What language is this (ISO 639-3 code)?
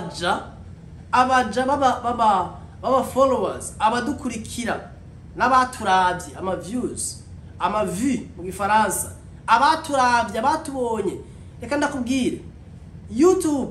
run